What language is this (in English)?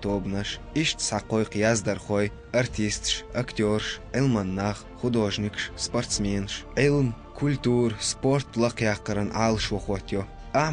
Chechen